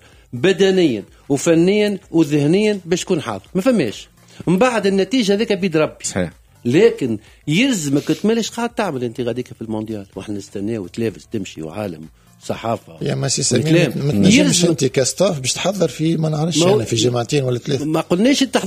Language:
Tunisian Arabic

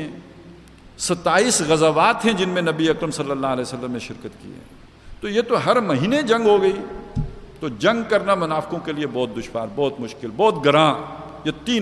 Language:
Urdu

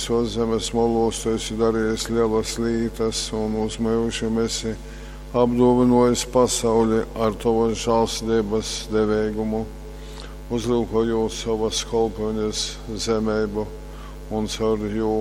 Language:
Latgalian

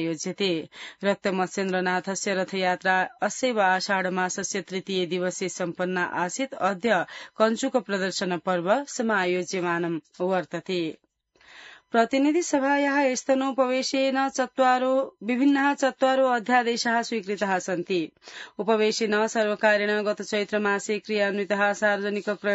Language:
Sanskrit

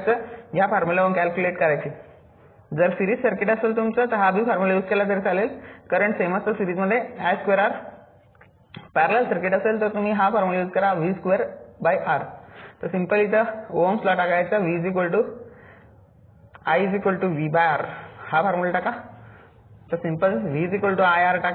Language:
Marathi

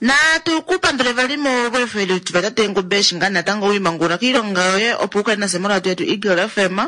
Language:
Kuanyama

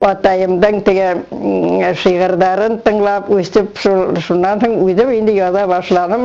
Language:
Bashkir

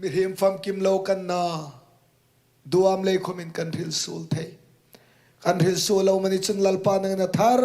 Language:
Hmar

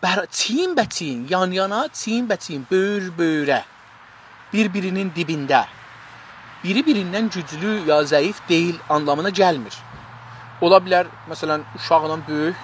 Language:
South Azerbaijani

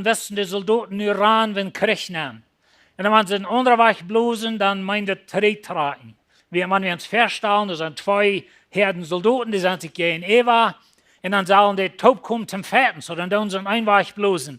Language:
Plautdietsch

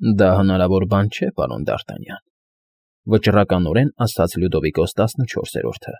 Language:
Armenian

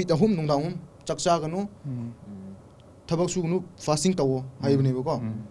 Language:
Manipuri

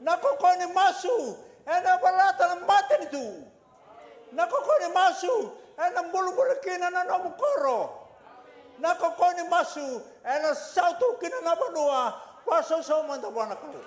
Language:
Fijian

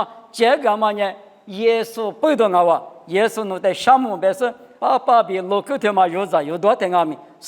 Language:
Lisu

